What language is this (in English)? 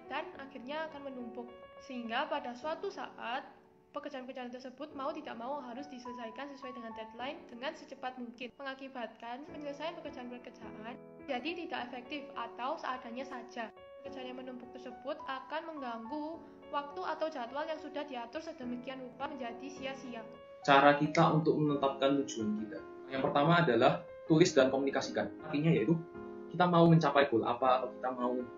Indonesian